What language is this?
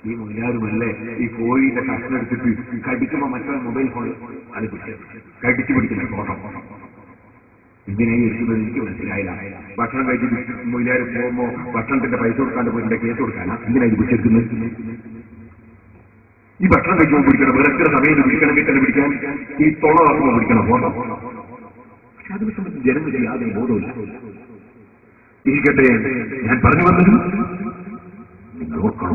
Malayalam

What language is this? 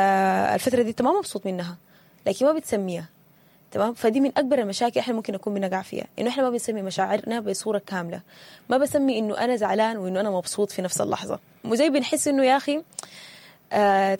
Sudanese Arabic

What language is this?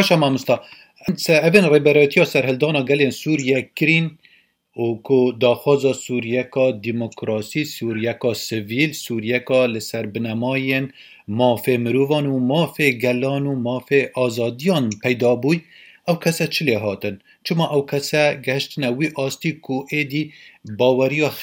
Kurdish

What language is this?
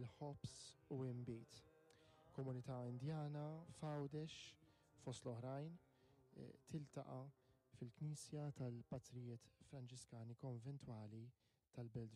Maltese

